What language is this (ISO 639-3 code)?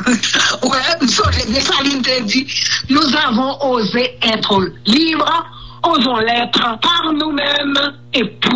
hat